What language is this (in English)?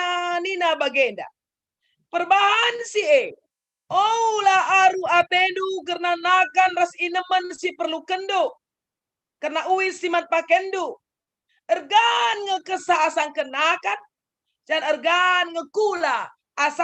Batak Karo